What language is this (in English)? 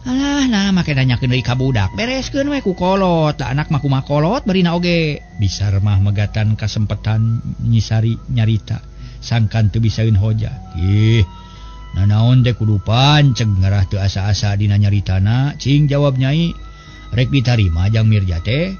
Sundanese